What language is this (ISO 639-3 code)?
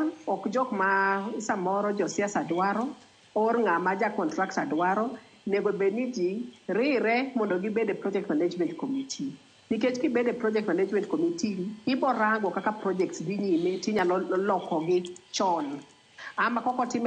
luo